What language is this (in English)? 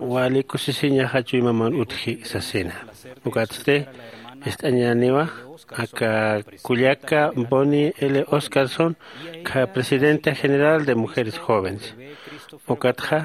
Aymara